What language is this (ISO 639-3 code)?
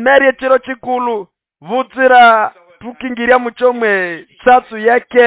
nnb